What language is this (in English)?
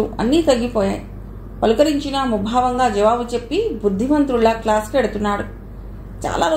Telugu